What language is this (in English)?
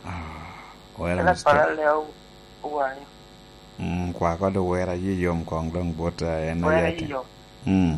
Lango (Uganda)